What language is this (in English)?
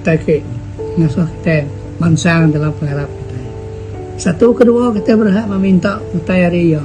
Iban